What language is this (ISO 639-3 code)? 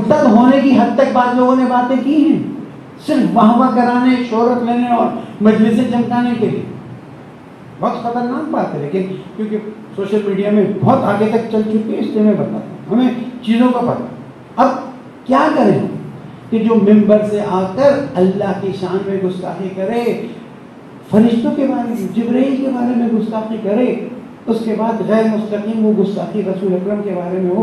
urd